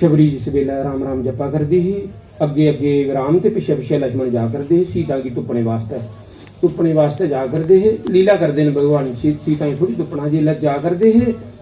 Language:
Dogri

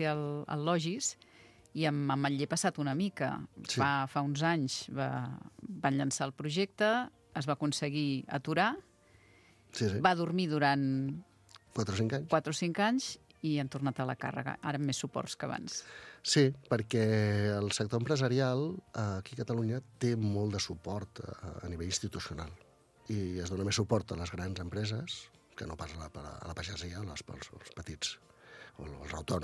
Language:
Catalan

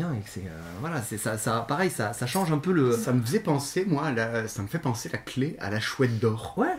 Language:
French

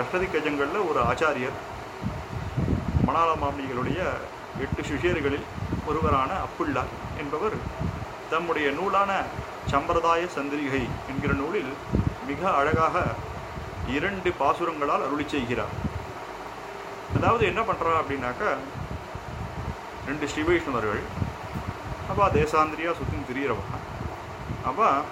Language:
Tamil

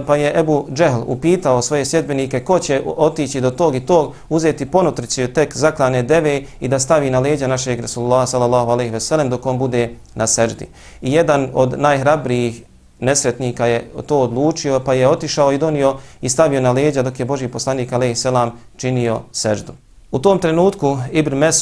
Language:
Bosnian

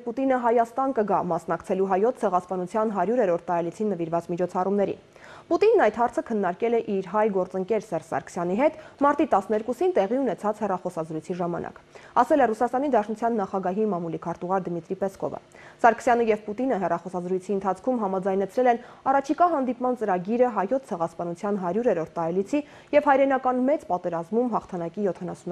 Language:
Armenian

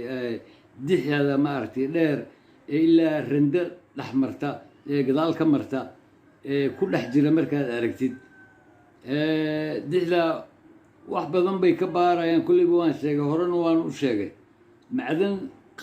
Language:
Somali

